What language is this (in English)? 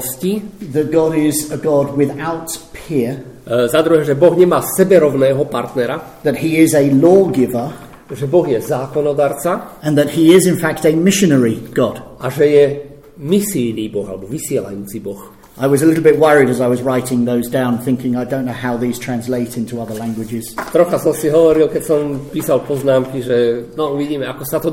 Slovak